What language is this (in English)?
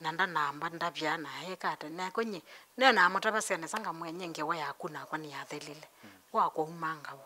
Kamba